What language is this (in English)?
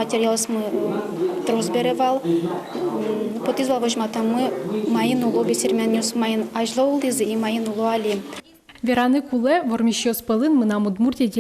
Udmurt